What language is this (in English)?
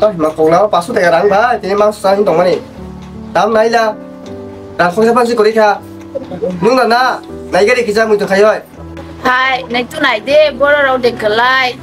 Kok Borok